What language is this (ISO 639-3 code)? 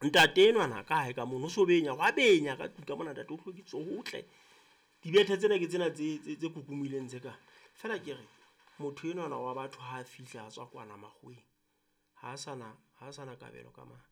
sot